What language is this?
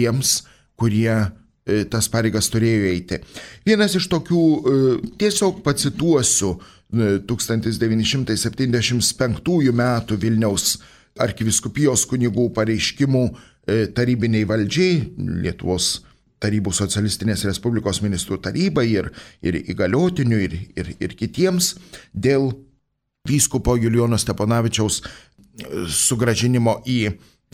Lithuanian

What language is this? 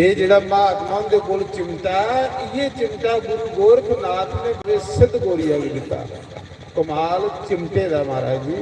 Dogri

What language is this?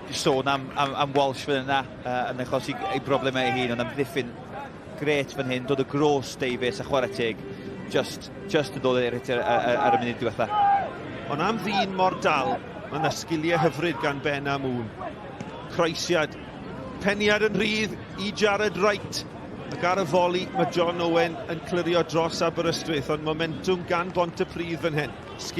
Welsh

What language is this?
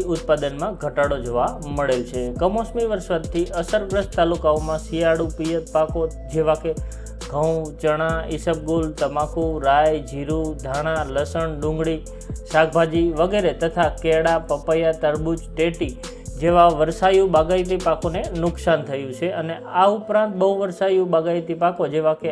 Gujarati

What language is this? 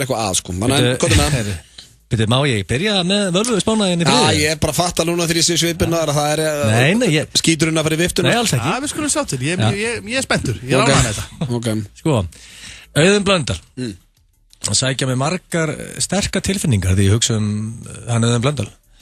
Icelandic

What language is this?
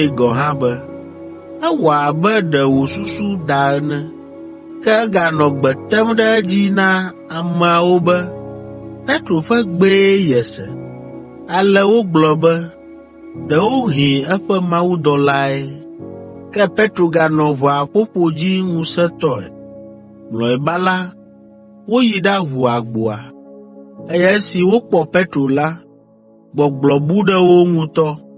Ewe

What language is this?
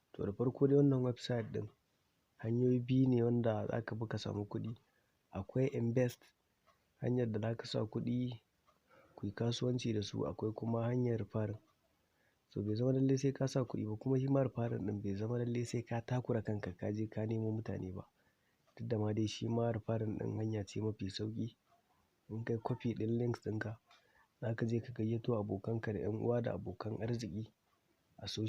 Hausa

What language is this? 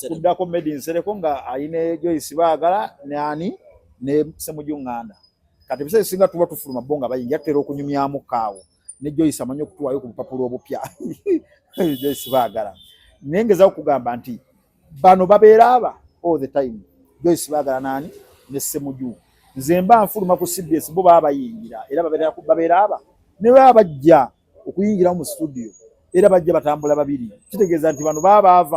Ganda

